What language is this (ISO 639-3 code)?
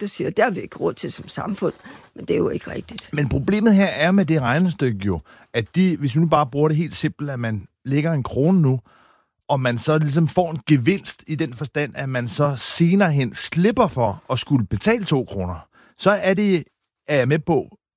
dan